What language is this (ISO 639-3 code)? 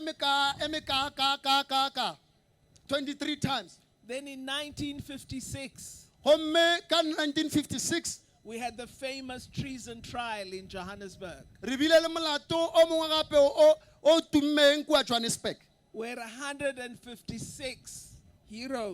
nso